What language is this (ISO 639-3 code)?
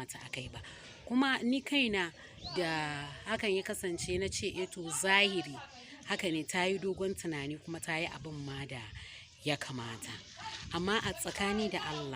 hau